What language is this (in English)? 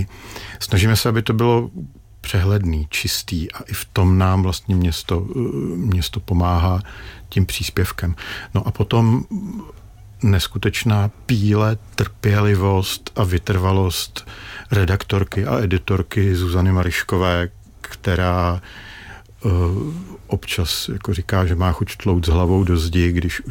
Czech